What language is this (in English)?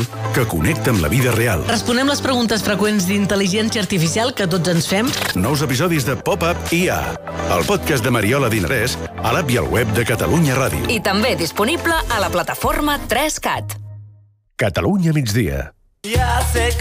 Catalan